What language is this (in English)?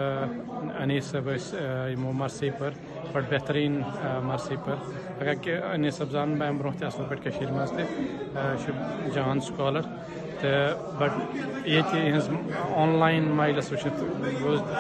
Kashmiri